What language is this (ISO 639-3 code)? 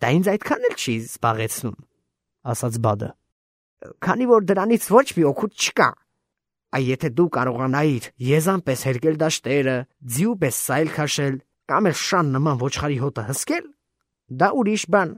hye